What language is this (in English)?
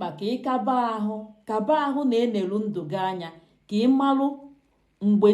Igbo